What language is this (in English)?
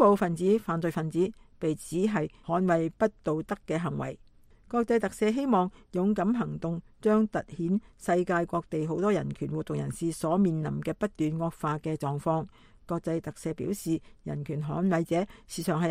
Cantonese